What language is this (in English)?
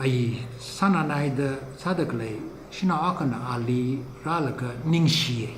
Tangkhul Naga (India)